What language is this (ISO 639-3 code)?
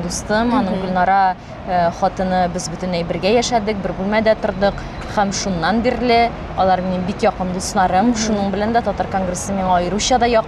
tat